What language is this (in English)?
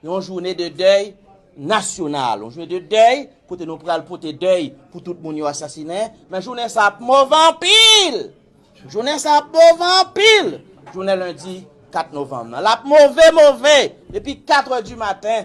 Haitian Creole